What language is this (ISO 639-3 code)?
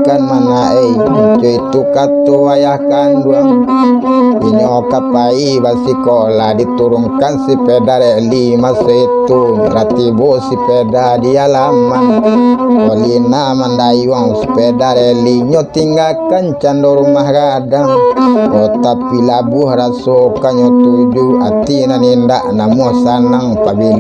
min